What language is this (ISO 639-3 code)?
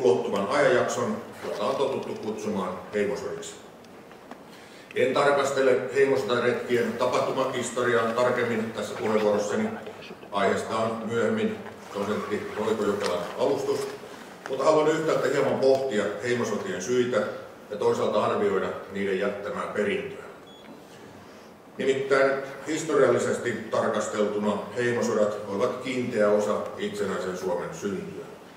fin